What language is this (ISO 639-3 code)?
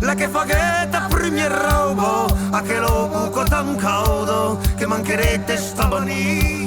oci